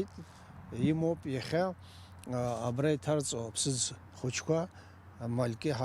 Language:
Abkhazian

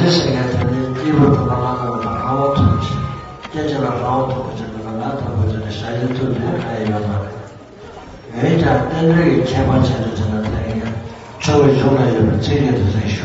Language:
Tibetan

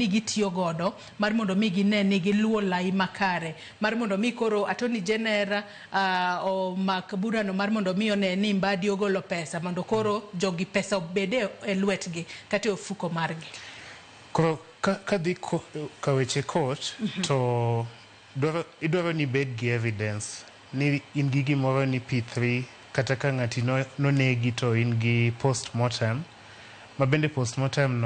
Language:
Luo (Kenya and Tanzania)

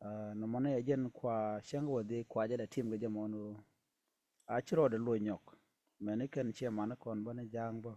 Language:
Nuer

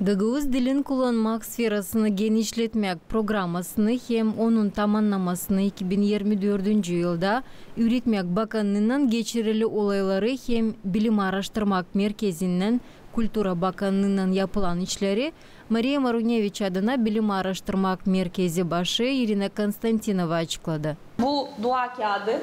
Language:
Gagauz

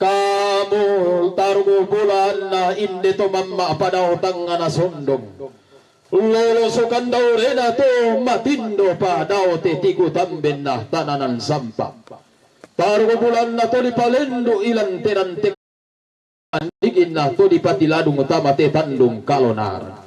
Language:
Toraja-Sa'dan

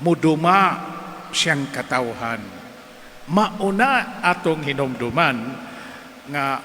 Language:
Cebuano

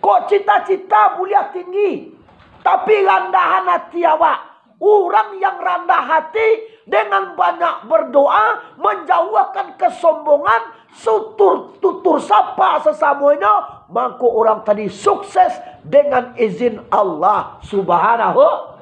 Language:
Minangkabau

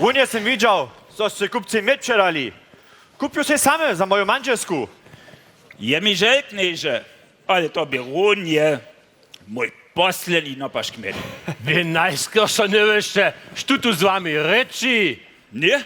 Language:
Upper Sorbian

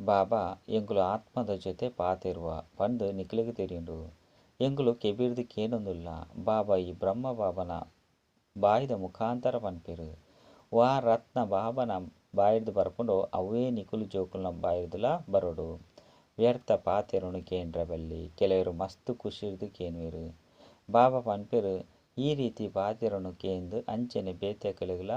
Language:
Tulu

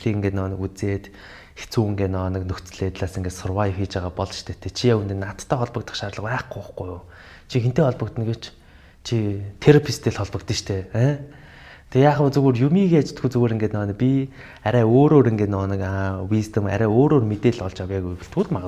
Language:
Mongolian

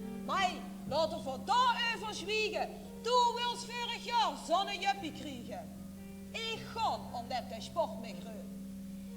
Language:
Limburgish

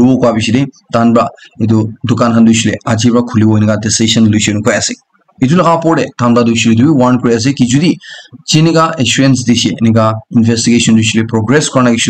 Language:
Naga Pidgin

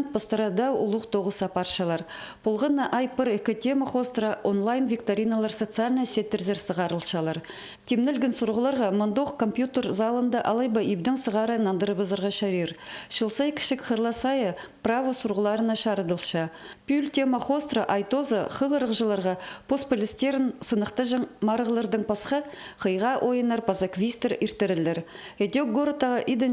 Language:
Khakas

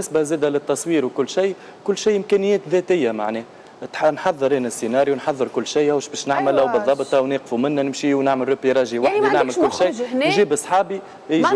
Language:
Tunisian Arabic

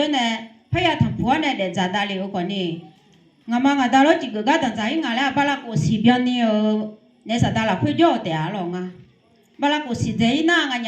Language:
Akha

